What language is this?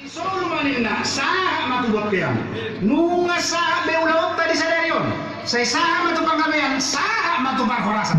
Batak Toba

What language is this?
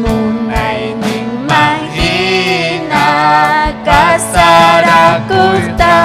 Ayacucho Quechua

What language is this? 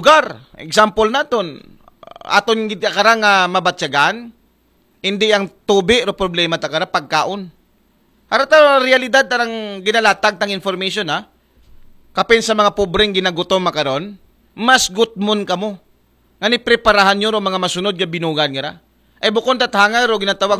Aklanon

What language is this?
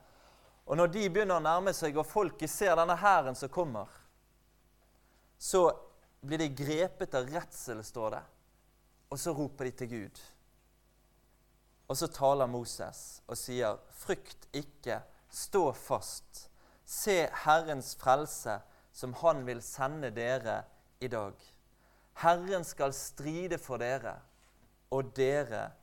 Norwegian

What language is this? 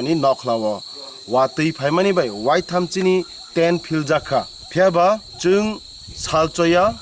Kok Borok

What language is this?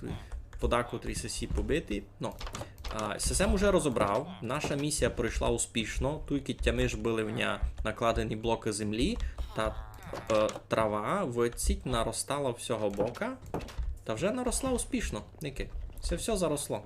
Rusyn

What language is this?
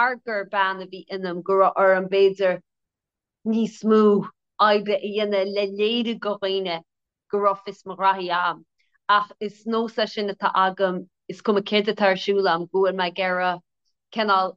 Irish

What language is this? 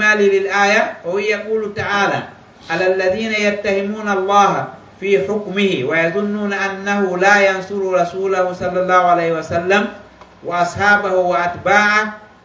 Pular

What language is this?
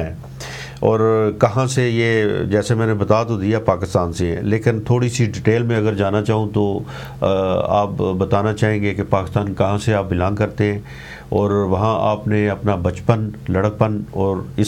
Urdu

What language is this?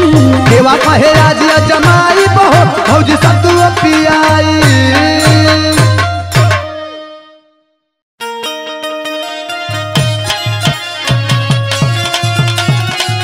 Bhojpuri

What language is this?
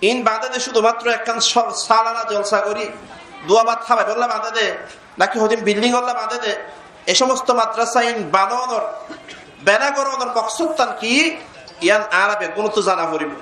Rohingya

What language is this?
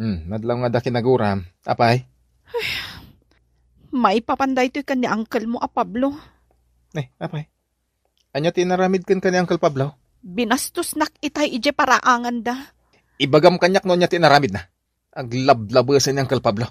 Iloko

